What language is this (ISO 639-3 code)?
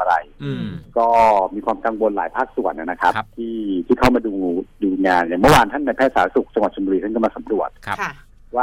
tha